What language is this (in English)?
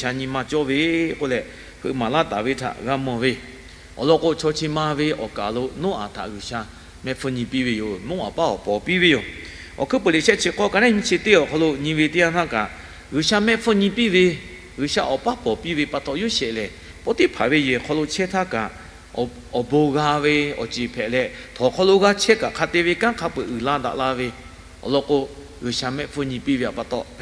Lahu